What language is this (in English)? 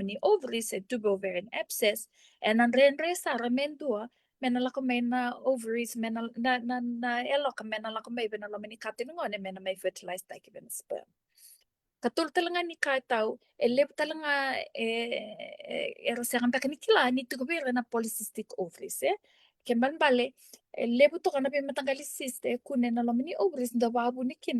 Fijian